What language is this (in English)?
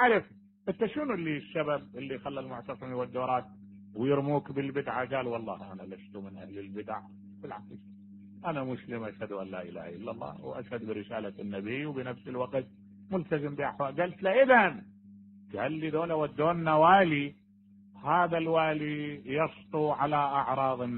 Mesopotamian Arabic